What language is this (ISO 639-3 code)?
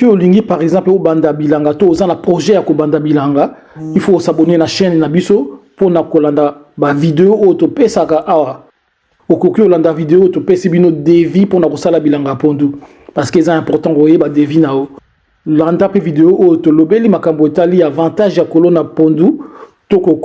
lin